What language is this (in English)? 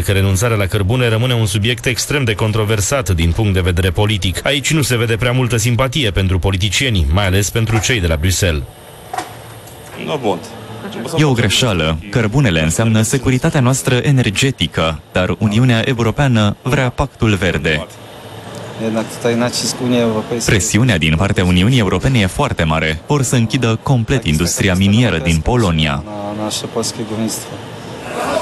Romanian